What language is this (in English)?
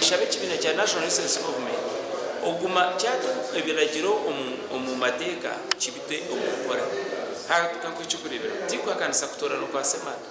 Nyankole